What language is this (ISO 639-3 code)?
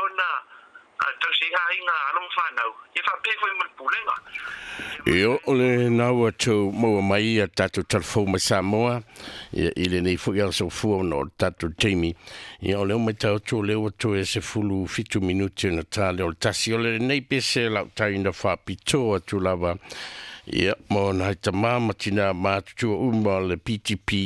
smo